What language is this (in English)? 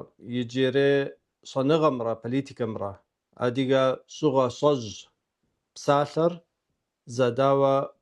Kabardian